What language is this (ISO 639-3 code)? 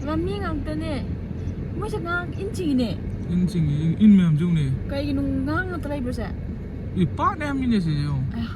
mni